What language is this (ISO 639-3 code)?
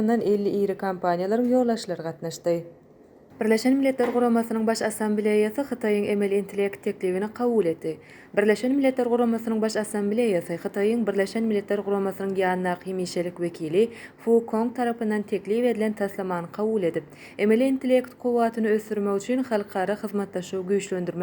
tuk